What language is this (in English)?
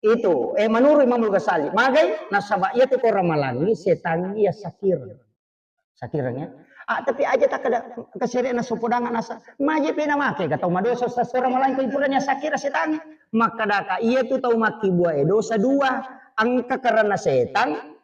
Buginese